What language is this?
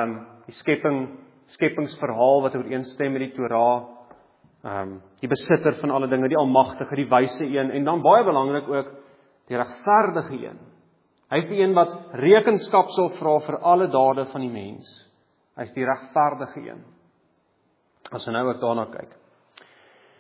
Afrikaans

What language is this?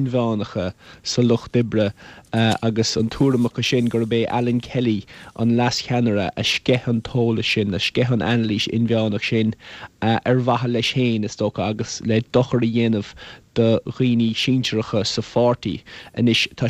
Irish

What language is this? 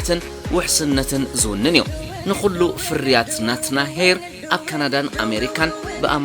Tigrinya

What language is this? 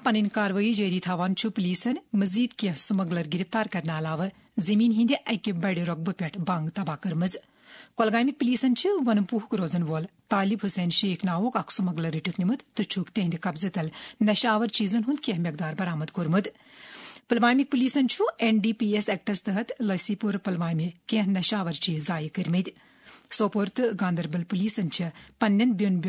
Kashmiri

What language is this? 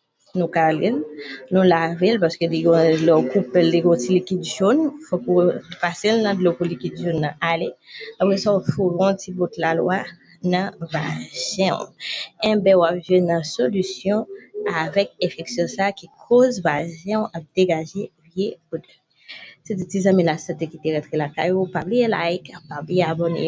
Haitian Creole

